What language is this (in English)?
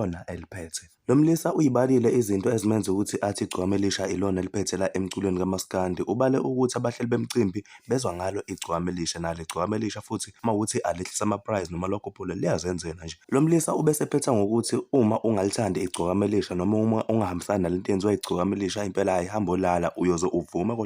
Zulu